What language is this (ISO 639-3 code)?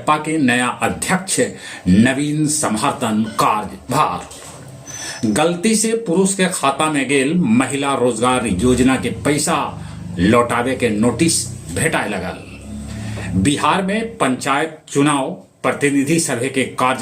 mag